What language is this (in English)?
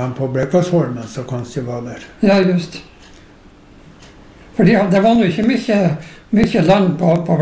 Norwegian